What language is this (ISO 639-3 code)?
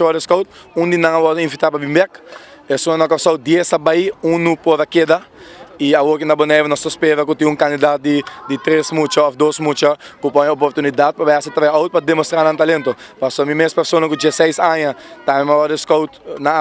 pap